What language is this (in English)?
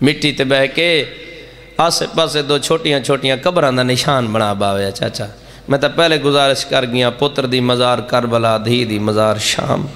Saraiki